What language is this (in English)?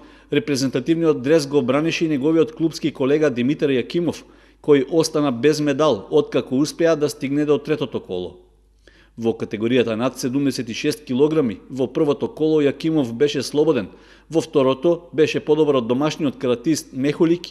Macedonian